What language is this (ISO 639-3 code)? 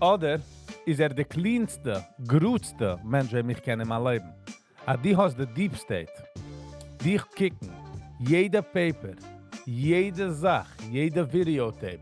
yid